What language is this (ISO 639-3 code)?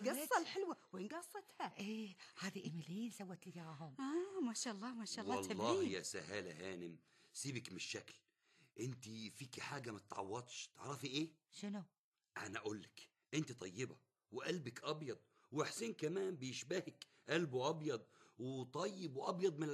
afb